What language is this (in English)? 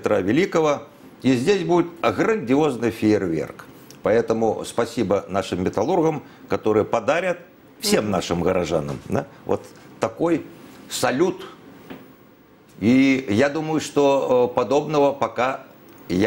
Russian